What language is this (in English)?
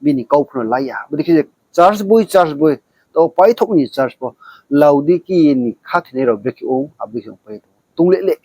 Riang (India)